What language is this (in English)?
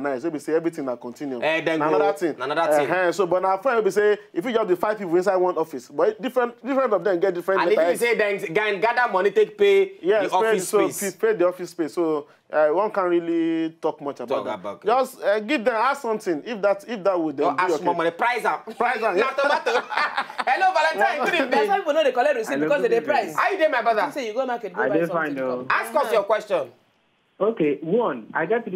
Nigerian Pidgin